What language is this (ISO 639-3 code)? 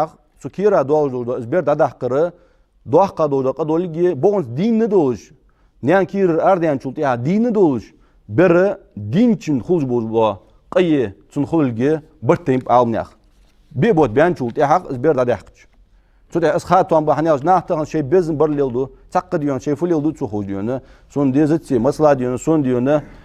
inh